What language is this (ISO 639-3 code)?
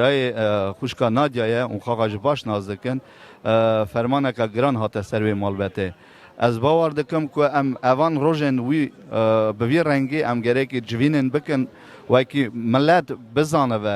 kur